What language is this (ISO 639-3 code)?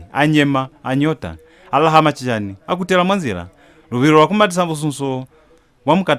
loz